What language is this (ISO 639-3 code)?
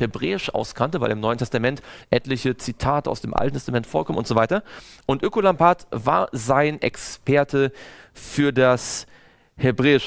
deu